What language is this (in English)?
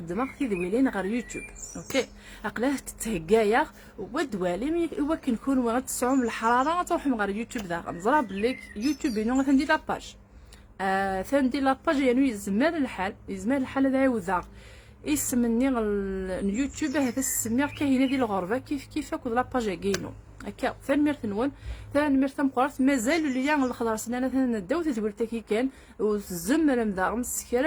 Kabyle